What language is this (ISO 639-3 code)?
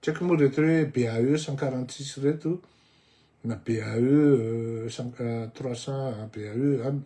mlg